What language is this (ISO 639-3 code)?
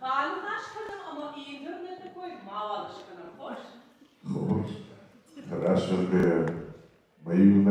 ron